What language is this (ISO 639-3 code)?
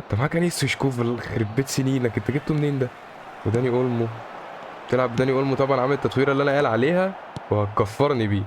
arz